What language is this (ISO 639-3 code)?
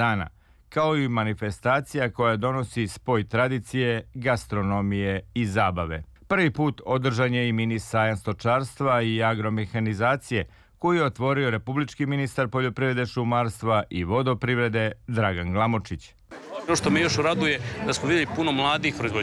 srp